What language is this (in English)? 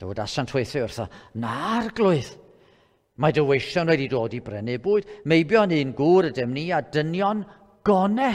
Welsh